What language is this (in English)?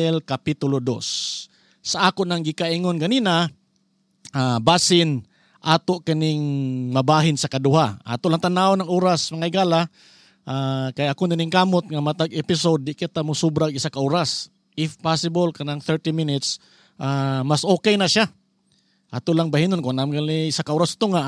Cebuano